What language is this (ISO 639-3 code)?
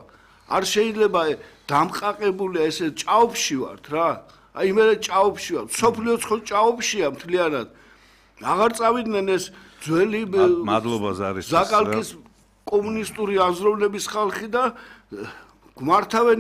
kat